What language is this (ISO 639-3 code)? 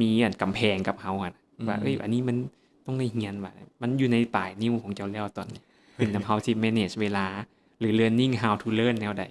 lao